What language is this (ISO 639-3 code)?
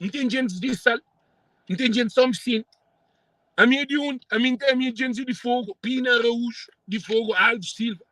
kea